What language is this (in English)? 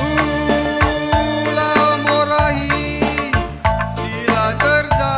Batak Karo